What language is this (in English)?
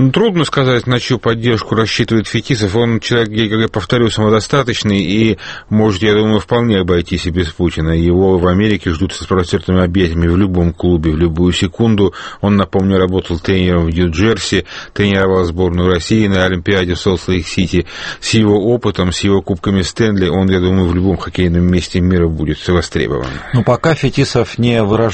Russian